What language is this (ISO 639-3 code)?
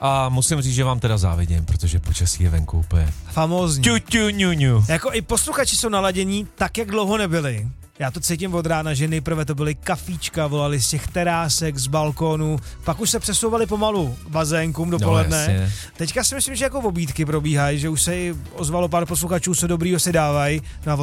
ces